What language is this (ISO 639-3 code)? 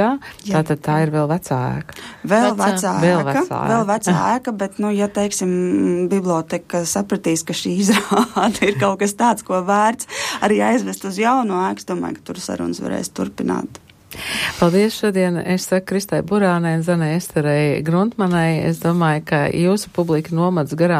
lav